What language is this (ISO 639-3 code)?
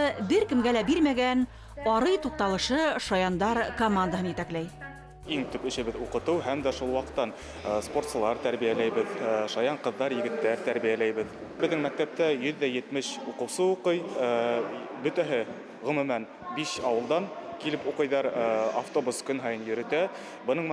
bak